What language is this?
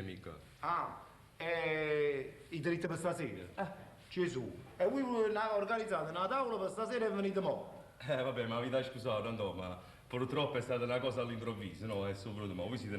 Neapolitan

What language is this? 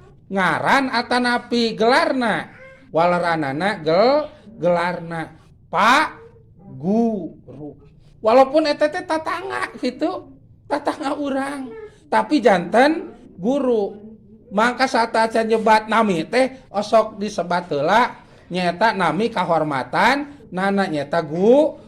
Sundanese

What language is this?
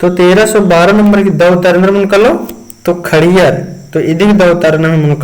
Kurukh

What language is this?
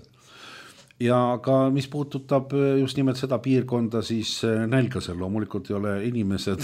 Estonian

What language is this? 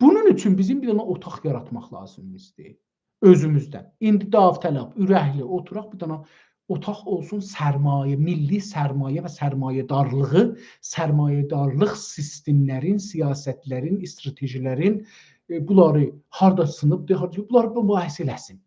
South Azerbaijani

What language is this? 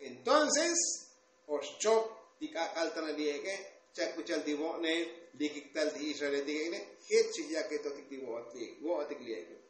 Tzotzil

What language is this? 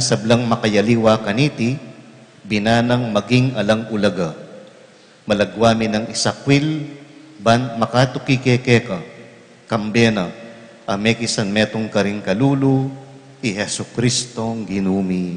Pampanga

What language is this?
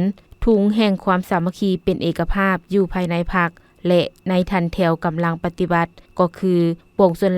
Lao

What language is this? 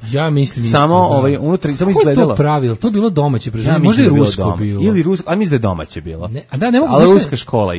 Serbian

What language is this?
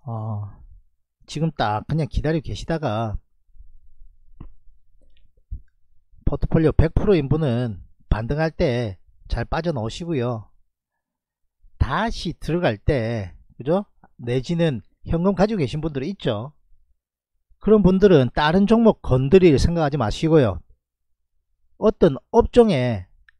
Korean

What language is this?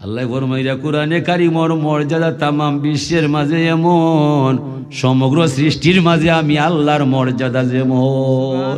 Sylheti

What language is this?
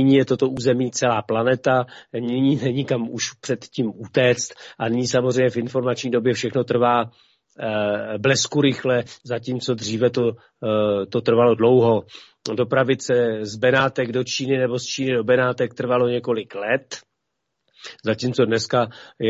Czech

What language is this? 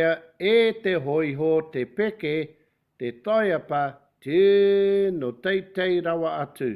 Māori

